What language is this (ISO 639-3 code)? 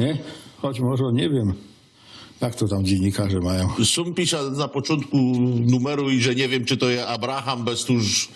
szl